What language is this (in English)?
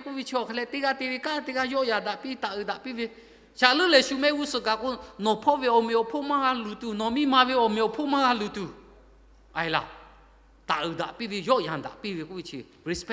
Lahu